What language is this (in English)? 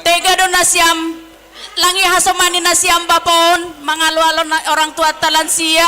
Batak Simalungun